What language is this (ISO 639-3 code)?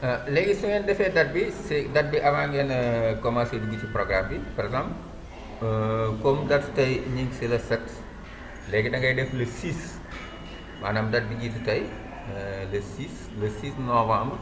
wol